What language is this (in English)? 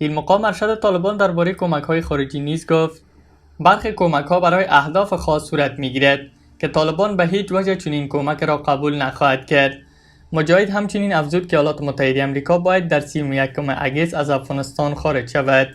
Tajik